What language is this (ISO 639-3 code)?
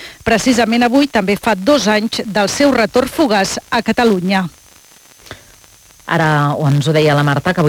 cat